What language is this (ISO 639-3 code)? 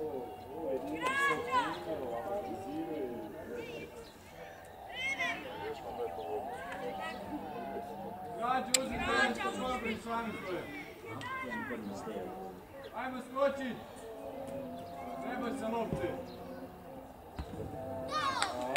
hrv